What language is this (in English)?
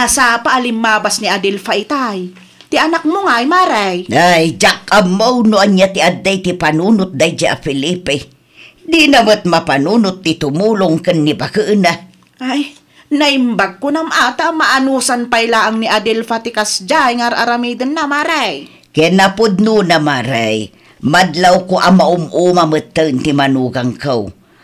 Iloko